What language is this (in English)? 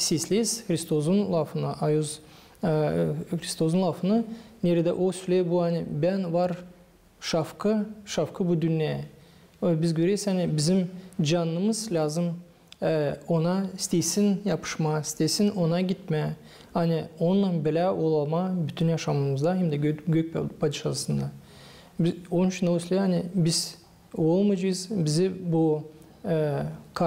Gagauz